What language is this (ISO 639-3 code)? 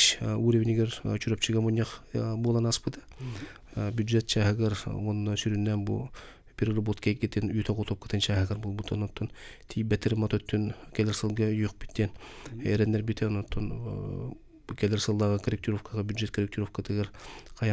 sah